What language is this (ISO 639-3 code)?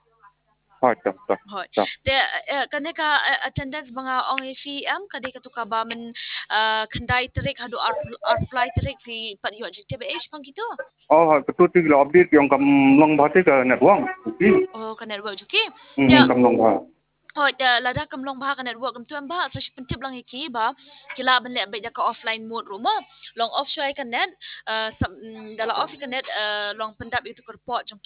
kha